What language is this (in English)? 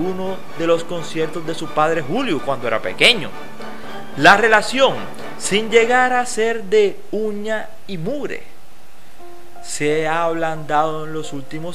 Spanish